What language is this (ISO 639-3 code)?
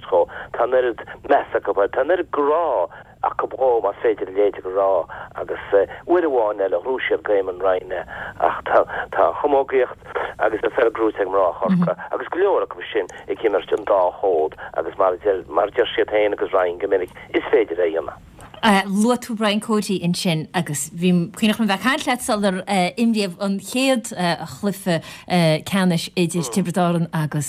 gle